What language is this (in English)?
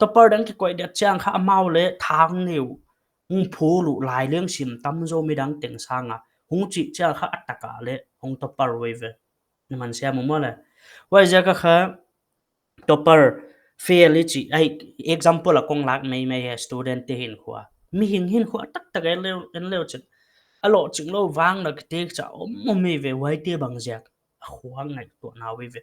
Paite Chin